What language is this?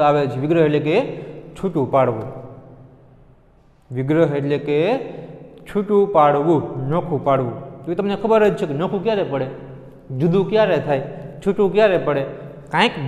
Gujarati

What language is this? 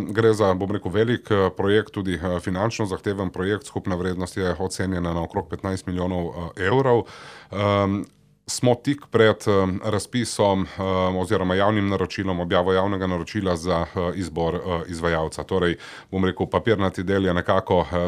Slovenian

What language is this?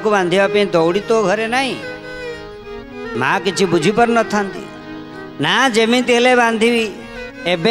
Odia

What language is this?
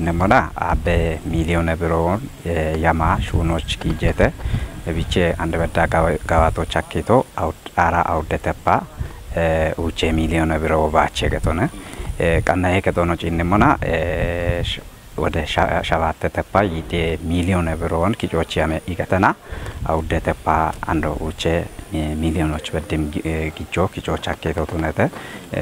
Kafa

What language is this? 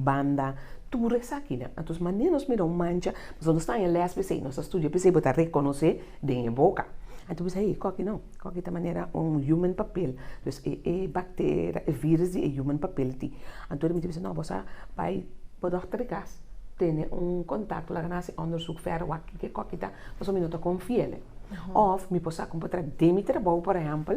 Papiamento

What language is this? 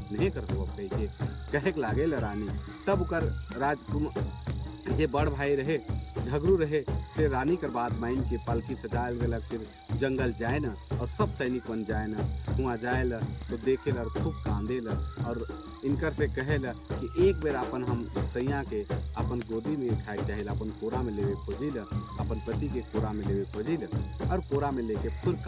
Sadri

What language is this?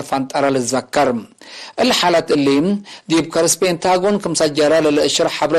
Tigre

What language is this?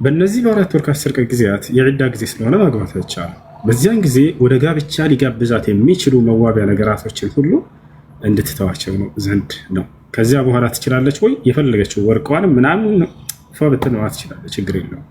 Amharic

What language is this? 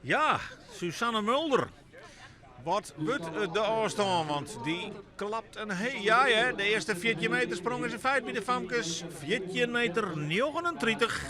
Western Frisian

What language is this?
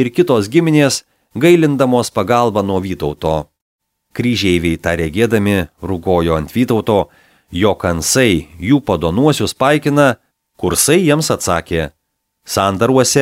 Lithuanian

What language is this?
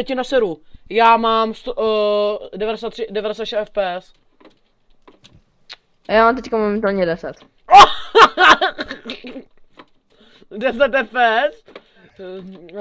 Czech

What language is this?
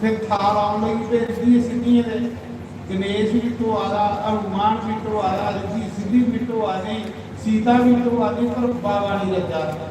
Dogri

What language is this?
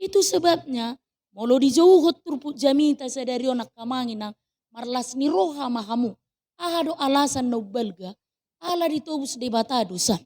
Batak Toba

